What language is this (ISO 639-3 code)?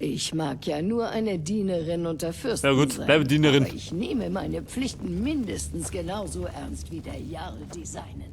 bar